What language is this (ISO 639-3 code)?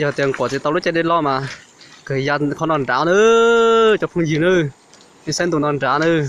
hmn